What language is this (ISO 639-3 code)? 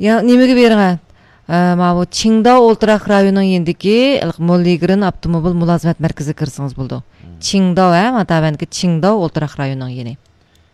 uig